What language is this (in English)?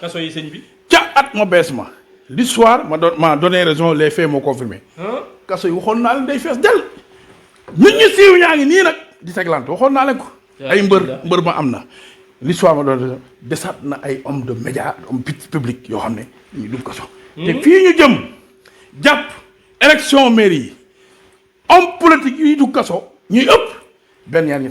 Wolof